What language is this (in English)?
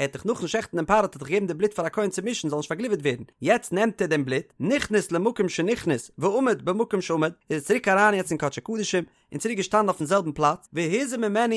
Yiddish